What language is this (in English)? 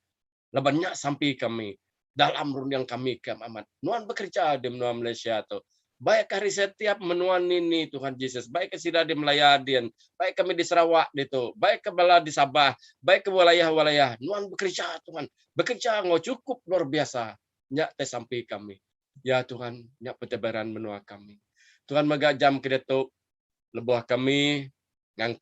Iban